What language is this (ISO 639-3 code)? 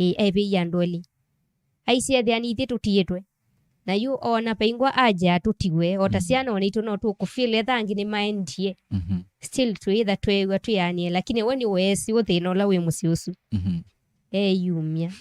kam